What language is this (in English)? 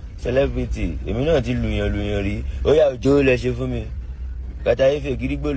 Yoruba